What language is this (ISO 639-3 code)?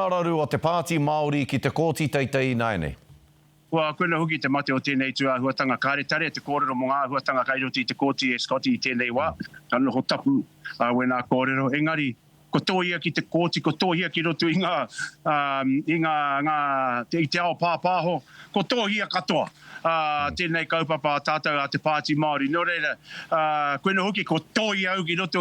mri